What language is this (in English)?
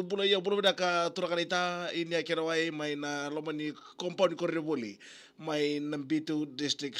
Fijian